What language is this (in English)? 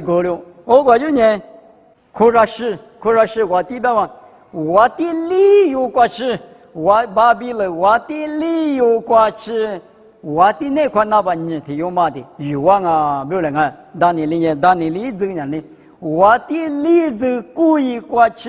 Lisu